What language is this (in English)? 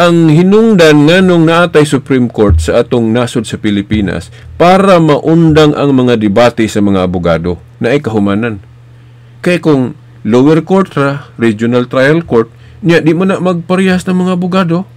Cebuano